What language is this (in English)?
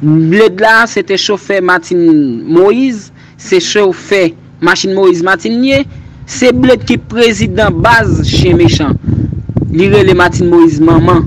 Haitian Creole